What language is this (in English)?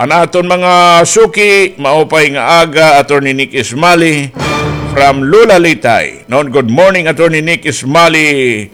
Waray